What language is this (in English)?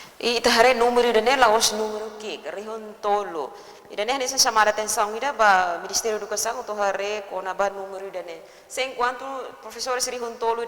Tetum